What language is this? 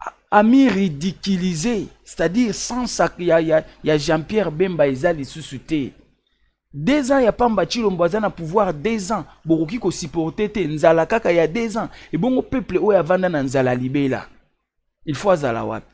Lingala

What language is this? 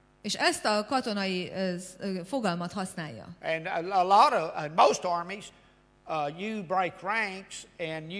Hungarian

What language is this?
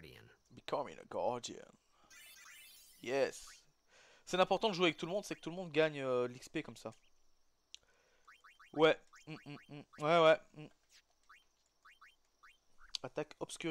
French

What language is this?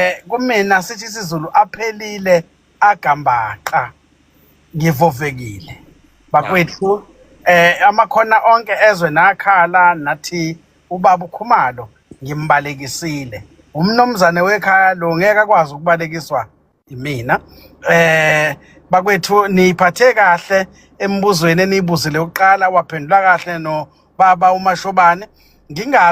Zulu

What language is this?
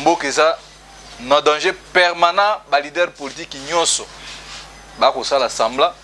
Lingala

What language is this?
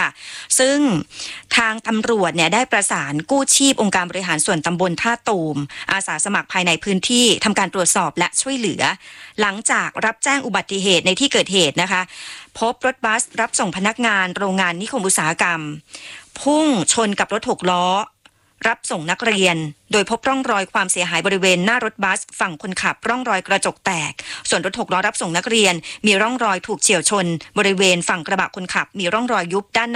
Thai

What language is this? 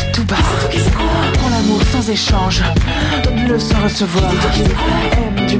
French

